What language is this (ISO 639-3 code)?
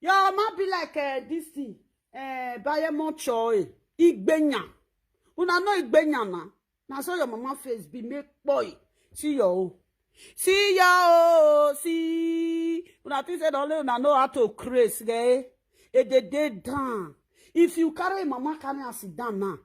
pcm